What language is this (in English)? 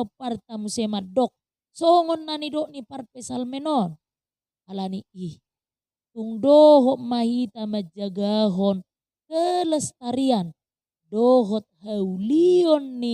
Batak Toba